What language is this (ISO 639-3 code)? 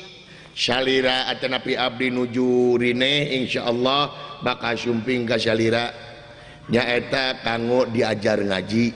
sun